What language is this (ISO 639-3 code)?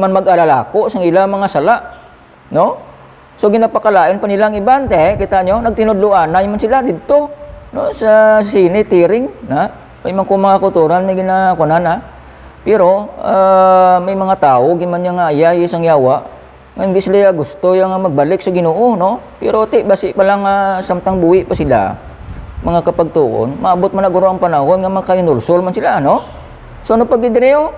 hil